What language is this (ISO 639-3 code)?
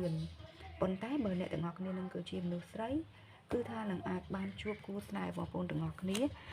khm